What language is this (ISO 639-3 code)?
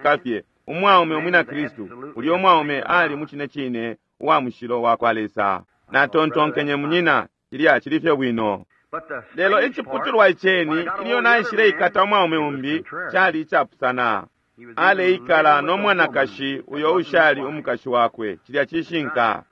bem